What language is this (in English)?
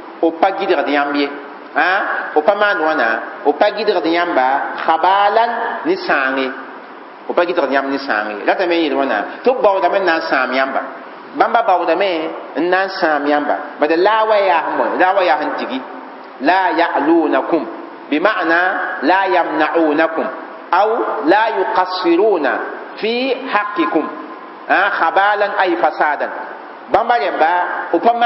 Mossi